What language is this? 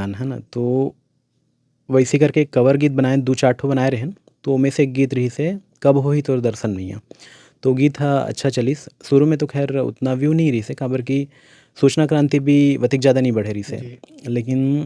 Chhattisgarhi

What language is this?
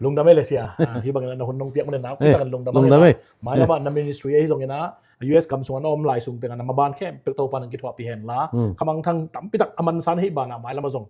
Tedim Chin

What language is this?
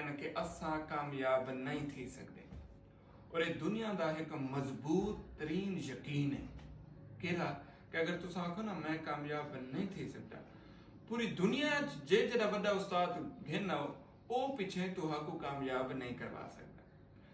Saraiki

